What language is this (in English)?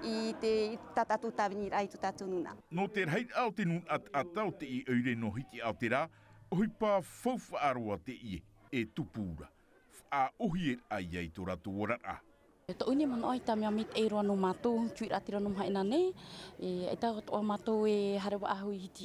Tahitian